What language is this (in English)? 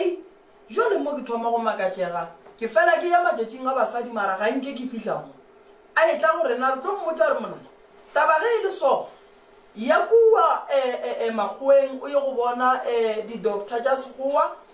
Northern Sotho